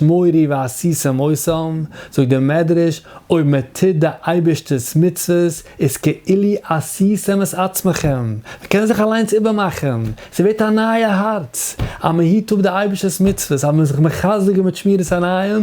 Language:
Yiddish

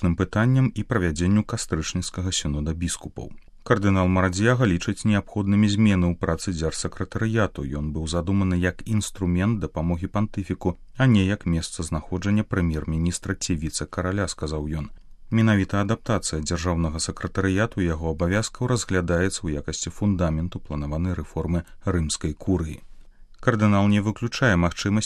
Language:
Belarusian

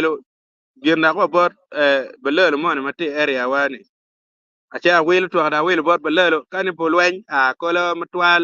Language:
Acoli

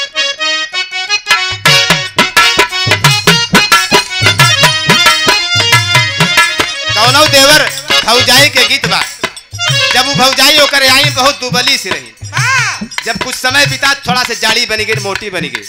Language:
Bhojpuri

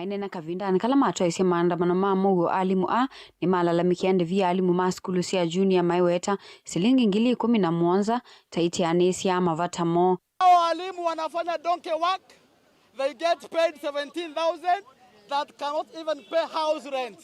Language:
Kamba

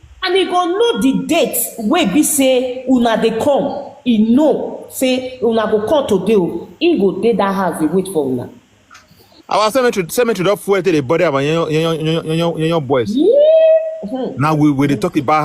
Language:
Nigerian Pidgin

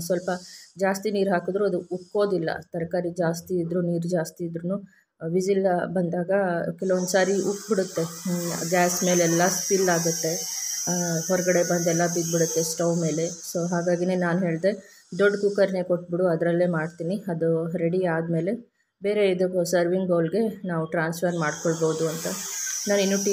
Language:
Kannada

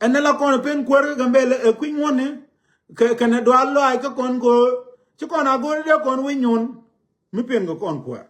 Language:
Nuer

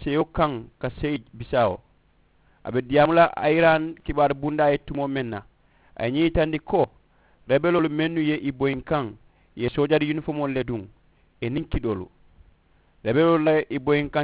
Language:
Mandingo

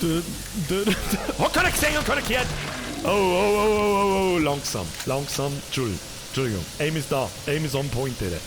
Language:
Bavarian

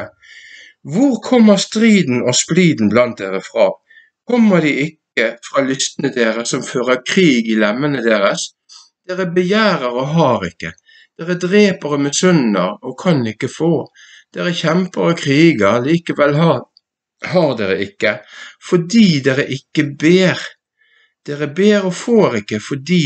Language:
Norwegian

